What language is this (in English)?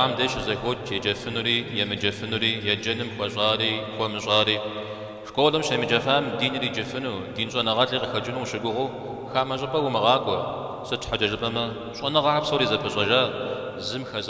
Kabardian